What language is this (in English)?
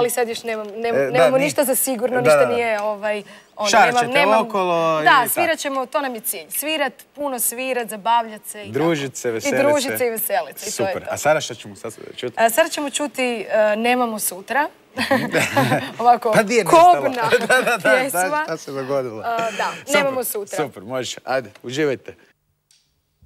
Croatian